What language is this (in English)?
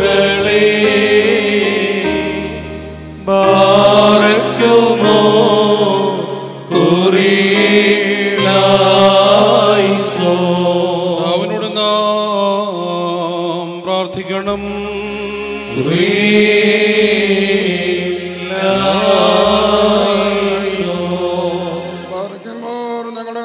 Malayalam